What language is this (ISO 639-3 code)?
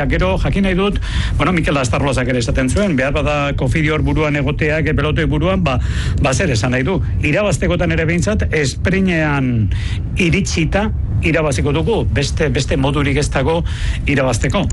eus